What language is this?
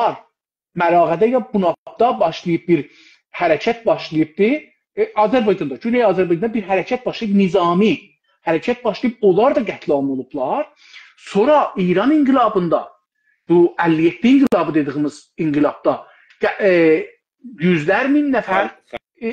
South Azerbaijani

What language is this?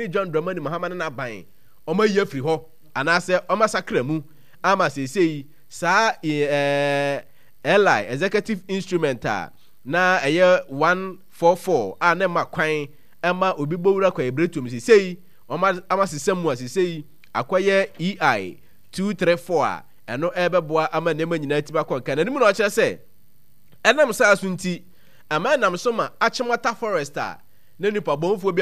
Akan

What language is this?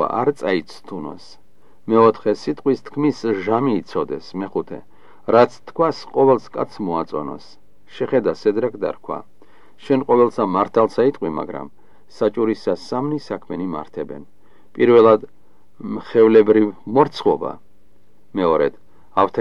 Georgian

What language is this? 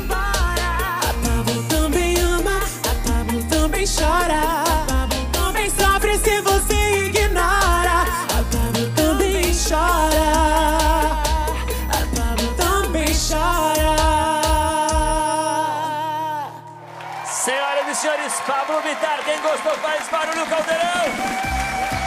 Portuguese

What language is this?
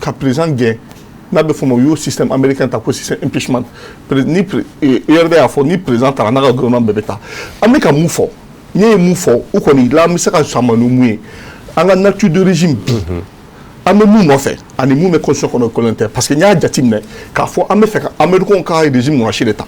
Bambara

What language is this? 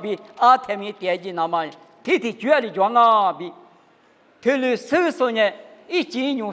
Lisu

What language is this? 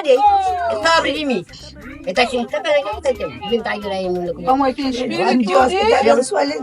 Kabuverdianu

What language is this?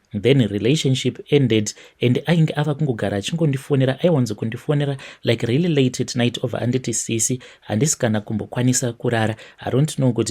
Shona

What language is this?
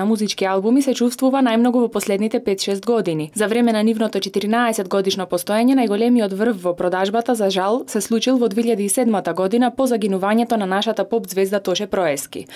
Macedonian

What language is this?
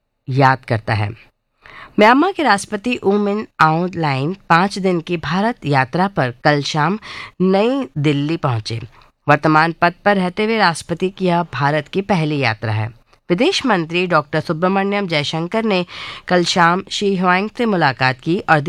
Hindi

